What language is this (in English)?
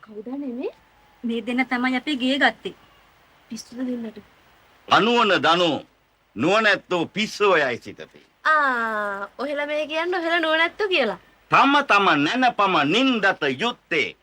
Sinhala